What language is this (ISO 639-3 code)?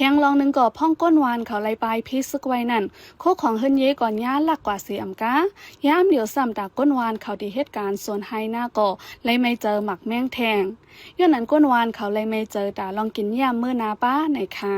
shn